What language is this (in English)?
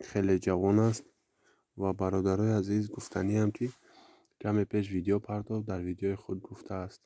Tajik